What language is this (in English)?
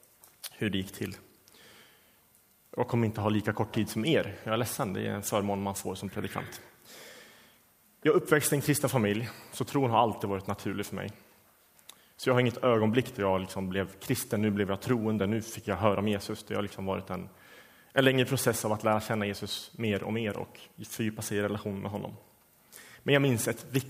Swedish